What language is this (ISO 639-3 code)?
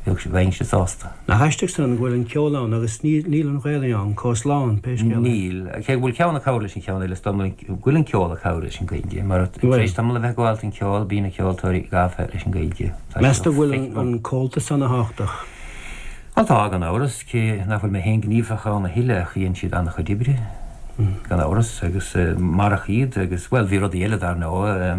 gle